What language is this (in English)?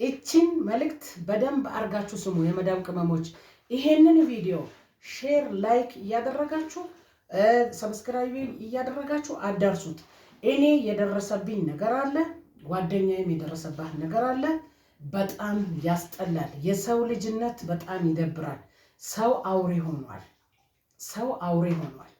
Amharic